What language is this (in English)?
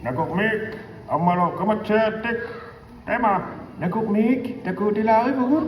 Inuktitut